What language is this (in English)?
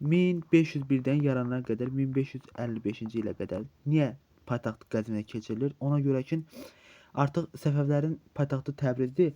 Azerbaijani